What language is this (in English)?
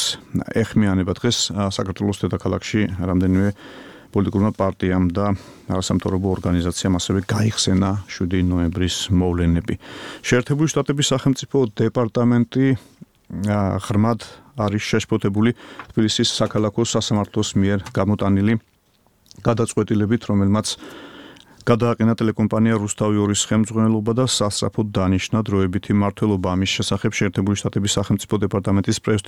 Georgian